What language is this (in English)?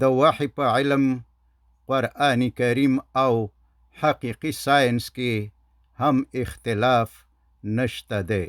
Pashto